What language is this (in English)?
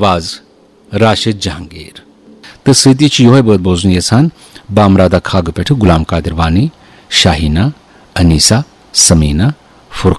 Kashmiri